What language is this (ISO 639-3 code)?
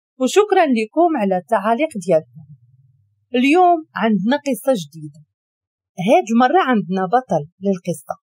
ary